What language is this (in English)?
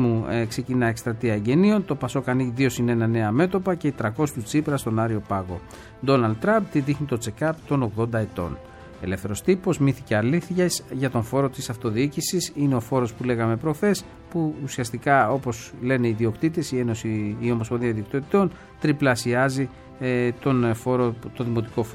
Greek